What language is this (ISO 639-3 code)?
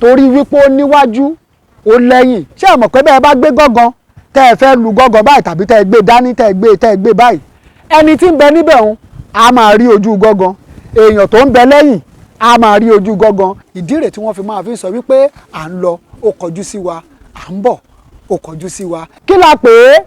yor